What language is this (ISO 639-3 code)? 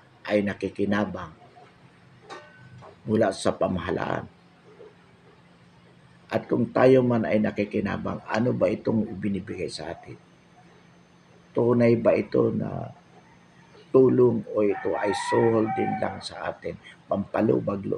fil